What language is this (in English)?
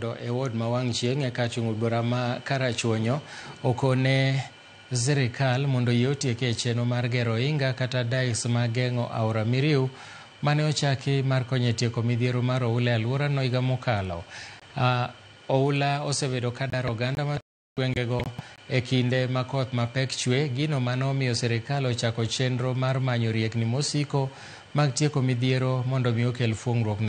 Luo (Kenya and Tanzania)